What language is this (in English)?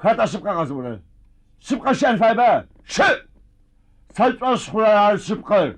Adyghe